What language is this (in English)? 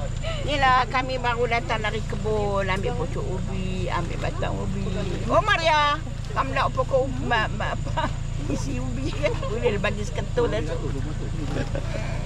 Malay